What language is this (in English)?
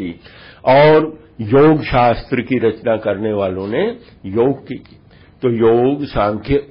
Hindi